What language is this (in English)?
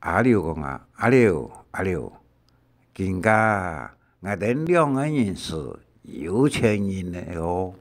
Hakka Chinese